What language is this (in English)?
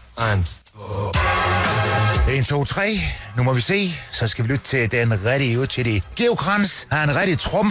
Danish